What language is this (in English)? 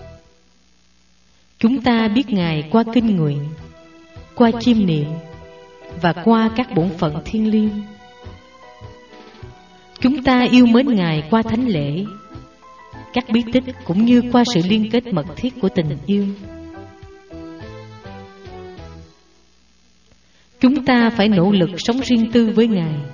Vietnamese